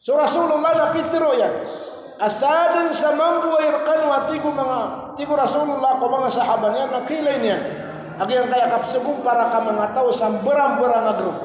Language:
Maranao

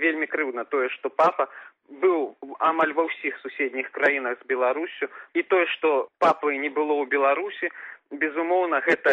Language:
Belarusian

